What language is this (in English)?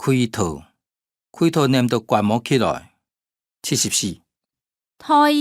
Hakka Chinese